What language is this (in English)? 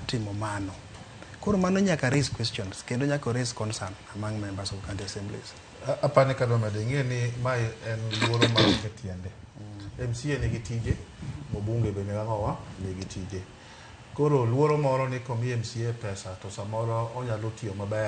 Luo (Kenya and Tanzania)